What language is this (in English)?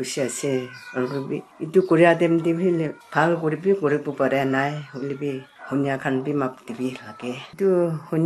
Naga Pidgin